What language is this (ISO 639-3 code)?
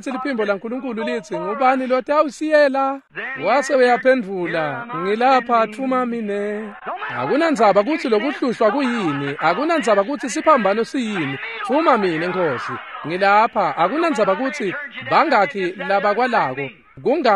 ssw